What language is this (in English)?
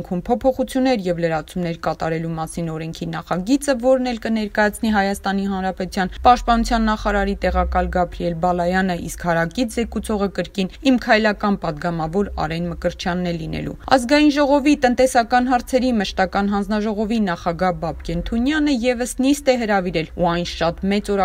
Armenian